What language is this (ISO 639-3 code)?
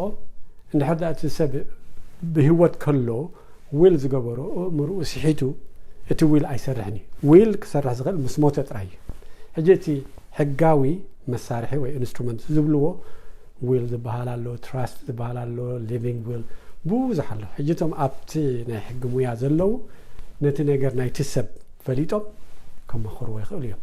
tir